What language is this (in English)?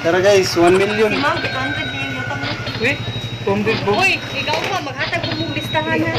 Cebuano